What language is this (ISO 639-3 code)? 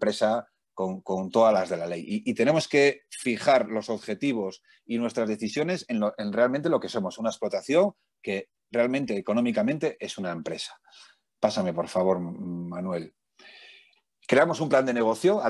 spa